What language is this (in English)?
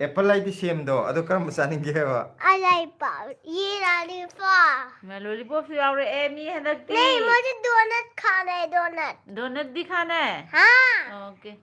Manipuri